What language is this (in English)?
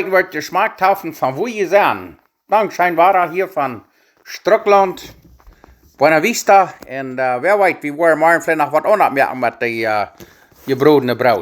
Plautdietsch